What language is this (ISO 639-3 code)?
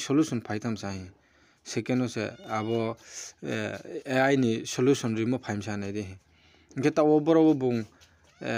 ria